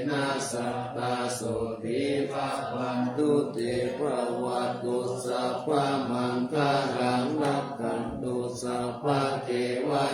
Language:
Pali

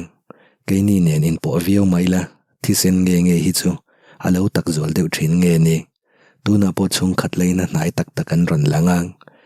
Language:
Mizo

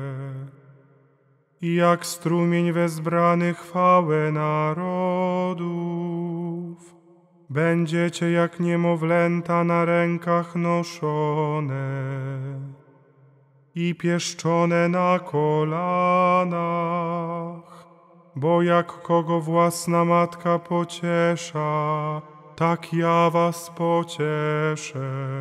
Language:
Polish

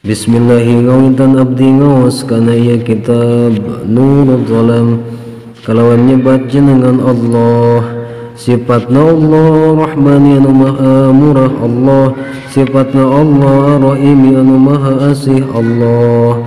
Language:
Sundanese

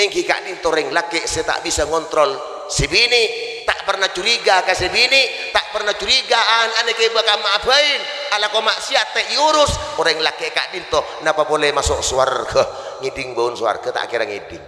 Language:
Madurese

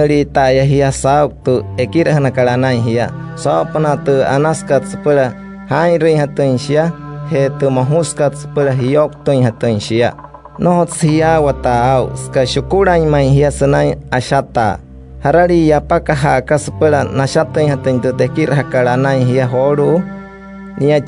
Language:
Wayuu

